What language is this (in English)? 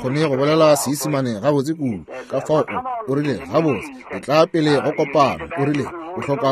Northern Sotho